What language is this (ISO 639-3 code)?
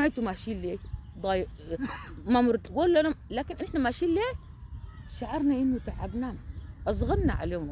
apd